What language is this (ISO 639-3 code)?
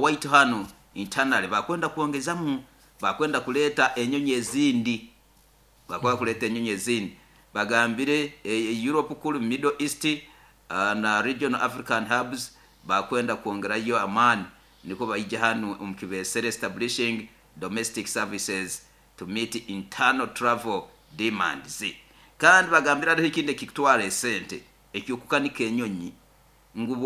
nyo